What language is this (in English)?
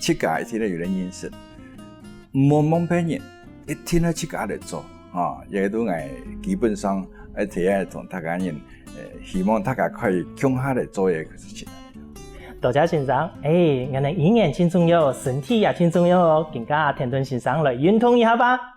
Hakka Chinese